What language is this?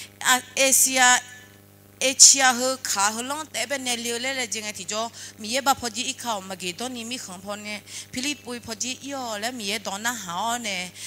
Akha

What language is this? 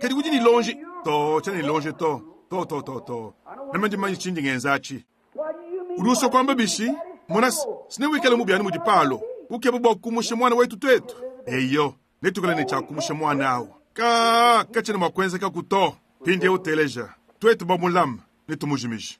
Luba-Lulua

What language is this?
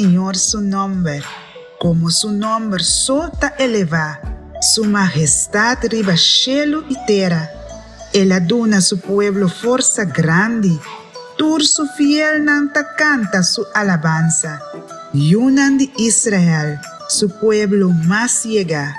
Papiamento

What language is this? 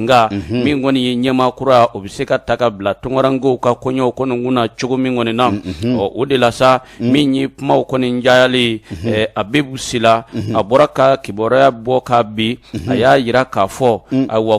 Bambara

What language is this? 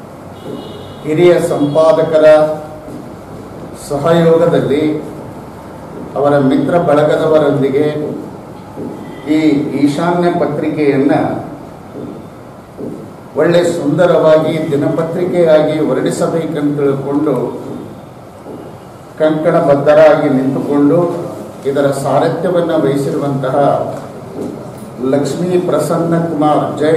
Kannada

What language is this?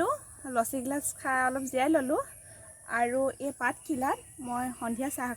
Assamese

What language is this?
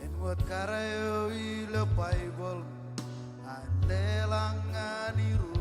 Marshallese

